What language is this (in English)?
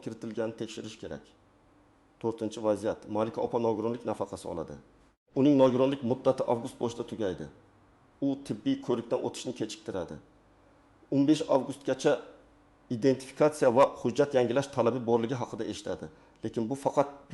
Uzbek